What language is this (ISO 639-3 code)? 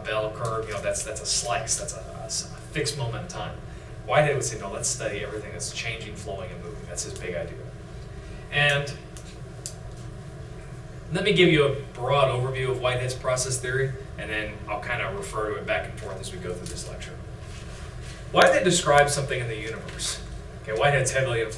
eng